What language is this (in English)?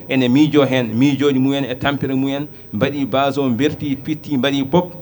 Fula